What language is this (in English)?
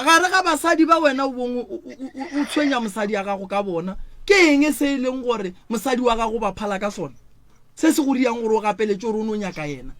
Northern Sotho